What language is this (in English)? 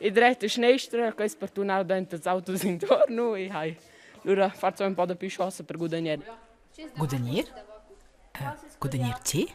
Romansh